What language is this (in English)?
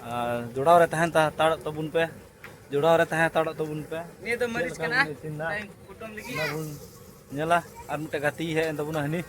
Santali